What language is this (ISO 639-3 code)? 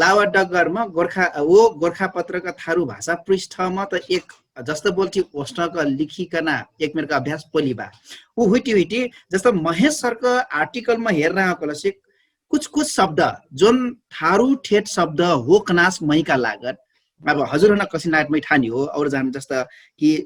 thl